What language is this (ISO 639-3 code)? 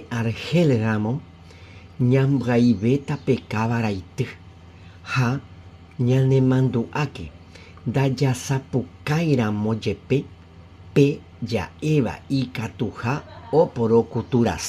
grn